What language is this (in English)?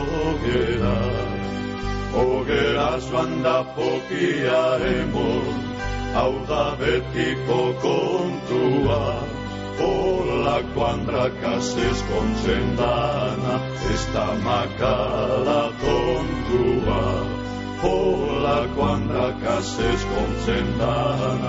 Basque